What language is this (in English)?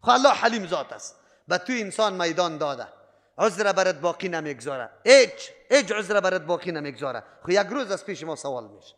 Persian